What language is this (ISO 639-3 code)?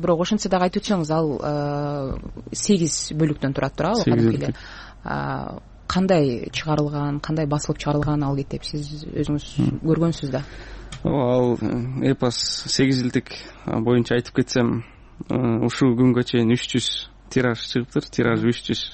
kir